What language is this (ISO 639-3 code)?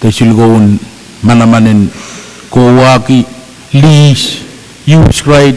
pon